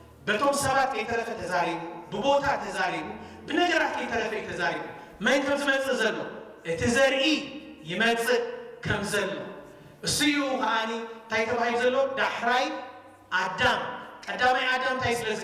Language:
Tigrinya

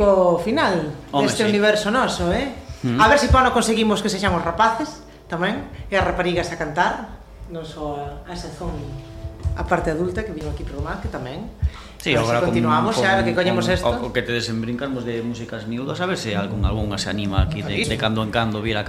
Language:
Galician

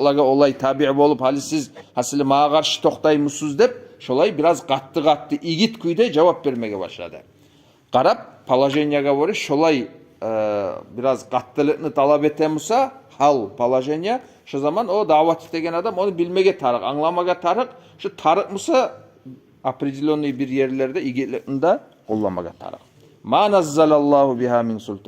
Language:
Kumyk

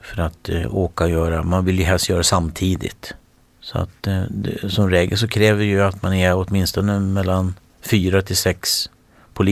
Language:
Swedish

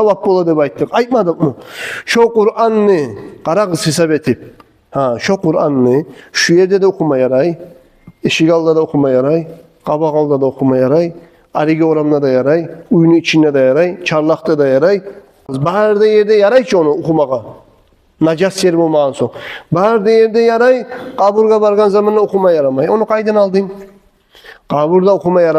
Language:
Kumyk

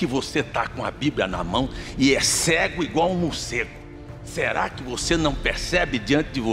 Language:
Portuguese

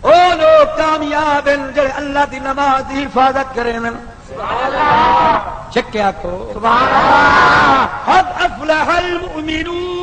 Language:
Saraiki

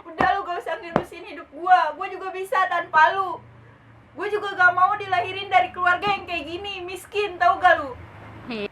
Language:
Betawi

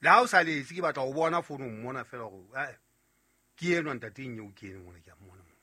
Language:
Southern Sotho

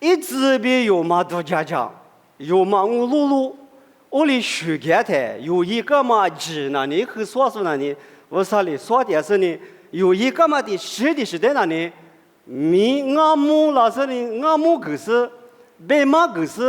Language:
Lisu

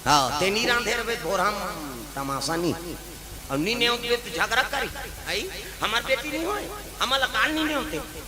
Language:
Chhattisgarhi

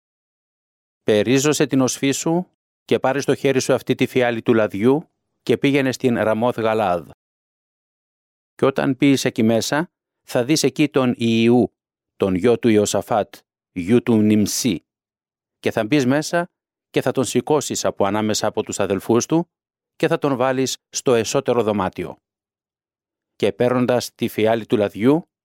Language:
Greek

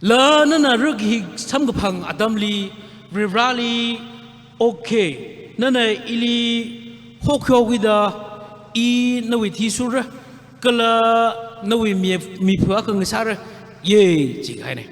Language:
Tangkhul Naga (India)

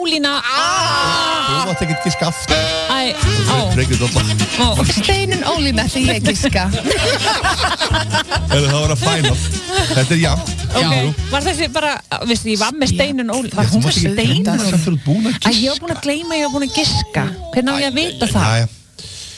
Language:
Icelandic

